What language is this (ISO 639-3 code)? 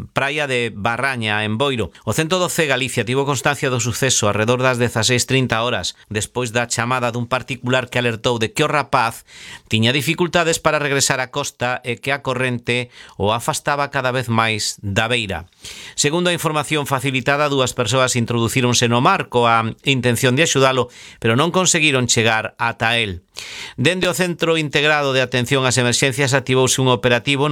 glg